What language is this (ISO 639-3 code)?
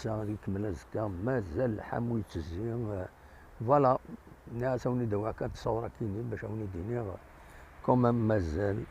kab